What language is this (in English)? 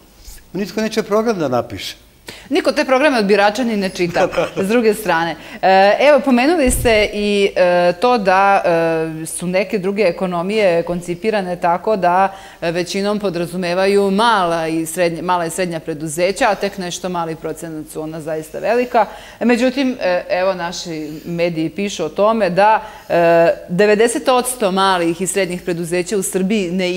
Serbian